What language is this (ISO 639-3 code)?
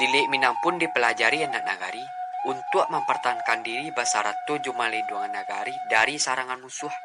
min